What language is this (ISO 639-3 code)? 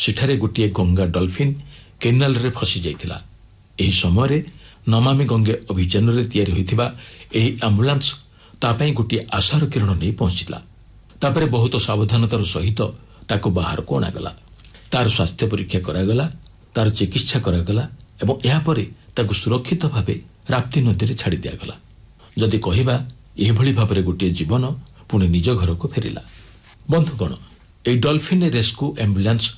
ori